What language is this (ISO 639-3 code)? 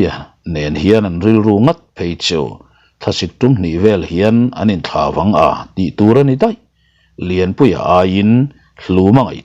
lus